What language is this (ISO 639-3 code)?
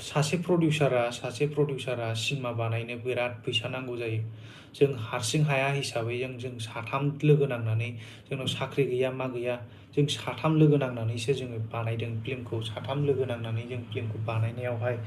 brx